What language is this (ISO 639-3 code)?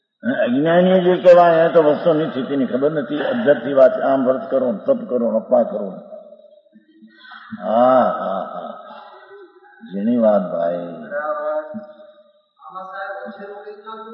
guj